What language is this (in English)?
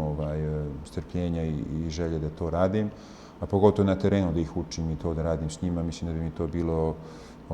Bosnian